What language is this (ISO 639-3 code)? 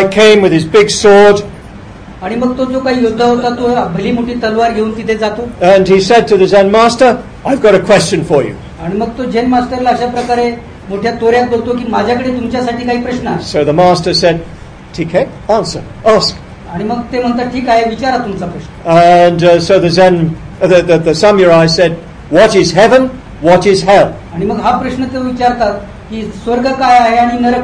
mar